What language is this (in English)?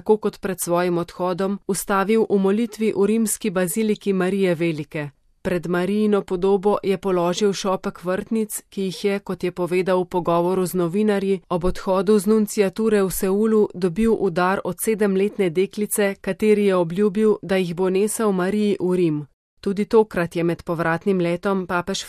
Slovenian